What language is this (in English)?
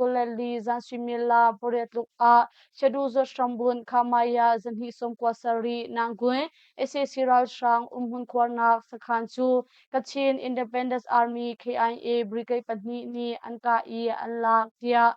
Hakha Chin